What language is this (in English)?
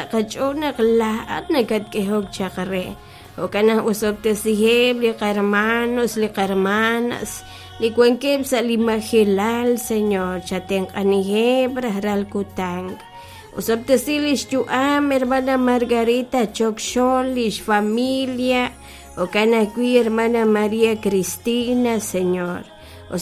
Kekchí